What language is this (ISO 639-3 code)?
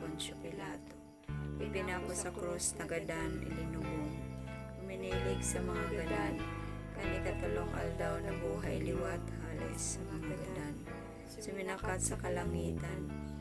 bik